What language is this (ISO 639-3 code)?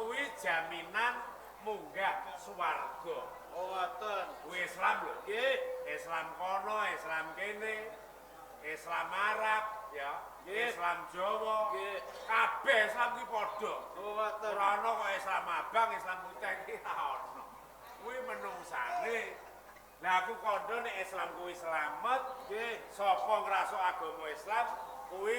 jav